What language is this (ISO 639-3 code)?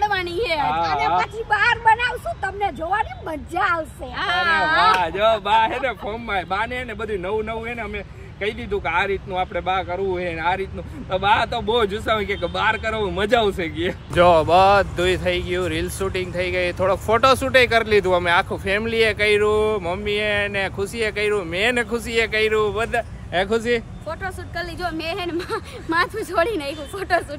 guj